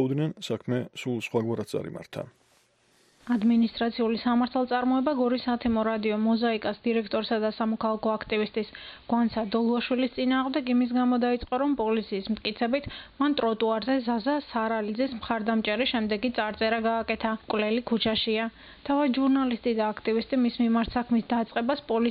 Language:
Georgian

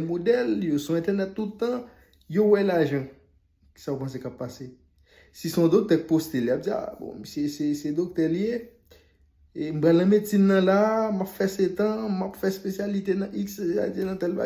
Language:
Haitian Creole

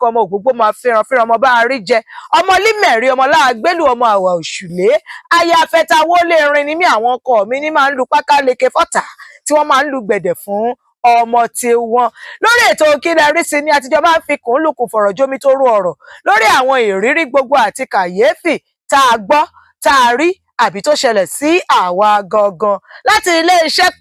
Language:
Yoruba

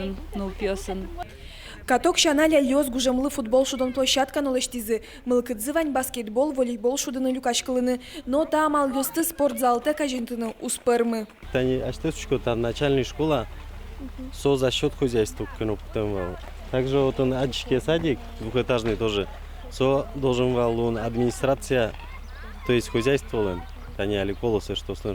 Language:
Udmurt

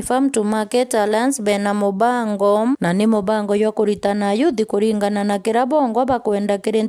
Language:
Meru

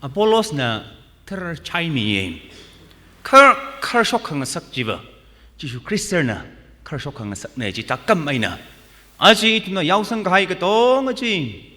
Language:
Tangkhul Naga (India)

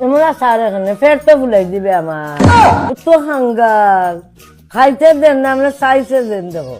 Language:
Sylheti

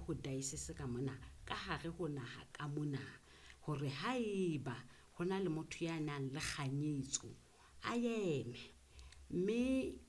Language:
Southern Sotho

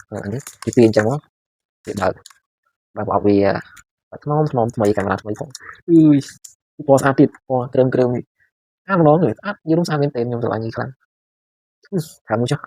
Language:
Khmer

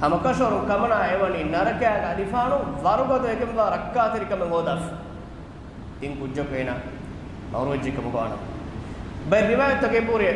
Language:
Divehi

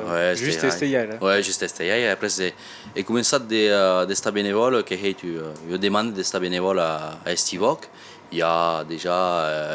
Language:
Occitan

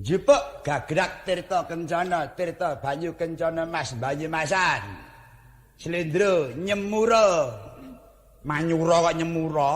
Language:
Javanese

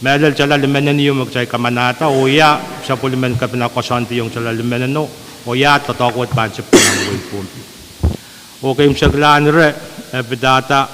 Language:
Pohnpeian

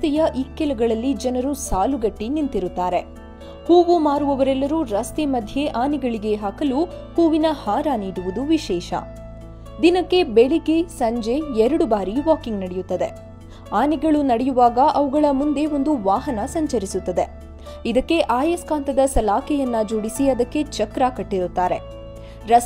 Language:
Kannada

